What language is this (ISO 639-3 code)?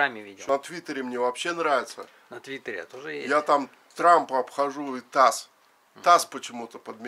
rus